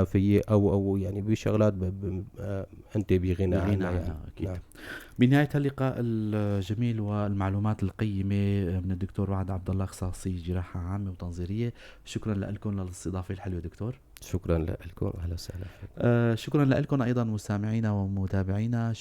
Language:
North Levantine Arabic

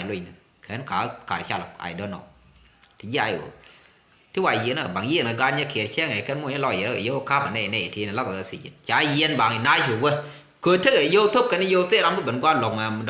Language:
Nuer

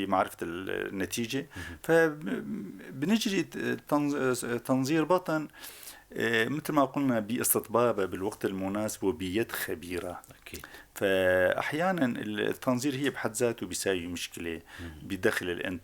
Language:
North Levantine Arabic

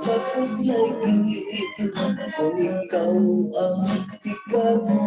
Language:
Hiligaynon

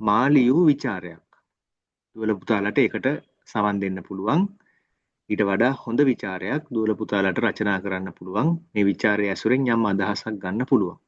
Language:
Sinhala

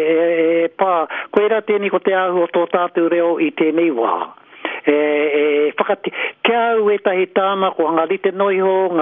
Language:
Māori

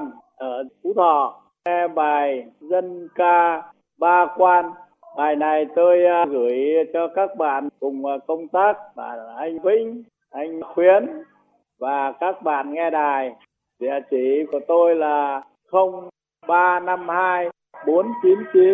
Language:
Vietnamese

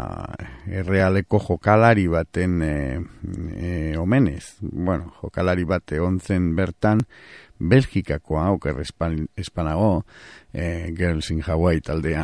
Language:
Basque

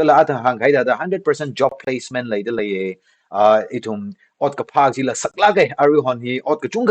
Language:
Tangkhul Naga (India)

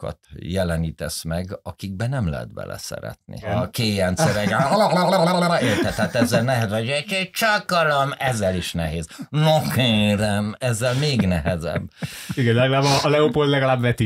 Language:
Hungarian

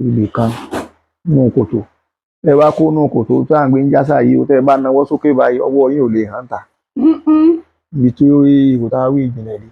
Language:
Yoruba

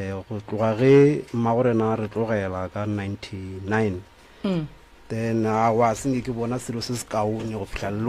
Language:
Northern Sotho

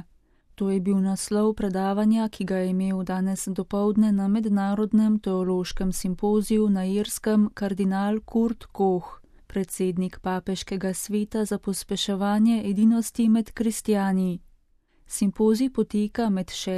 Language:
Slovenian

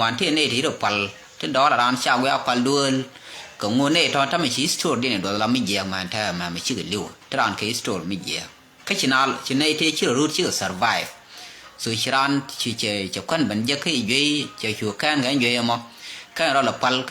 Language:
Nuer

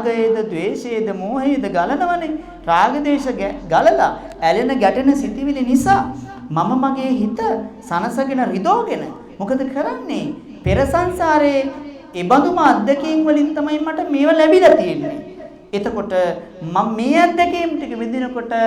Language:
Sinhala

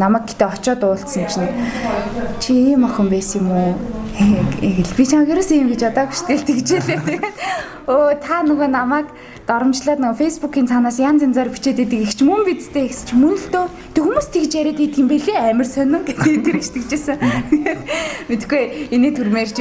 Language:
Mongolian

